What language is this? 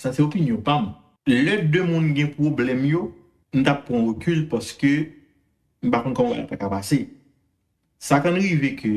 Haitian Creole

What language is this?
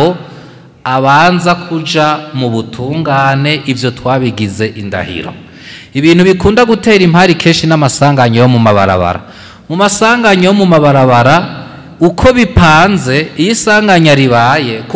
Rundi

